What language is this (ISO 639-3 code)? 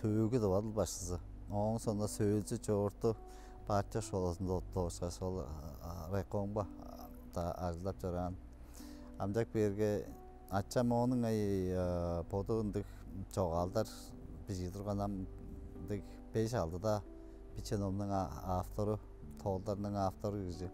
tyv